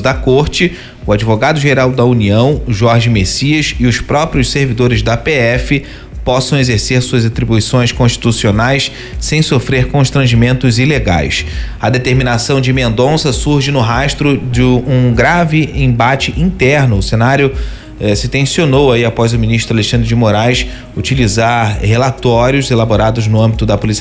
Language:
Portuguese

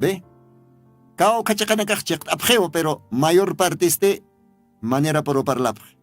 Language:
Aymara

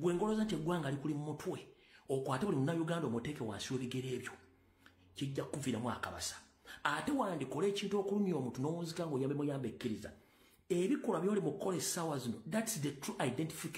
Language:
Ganda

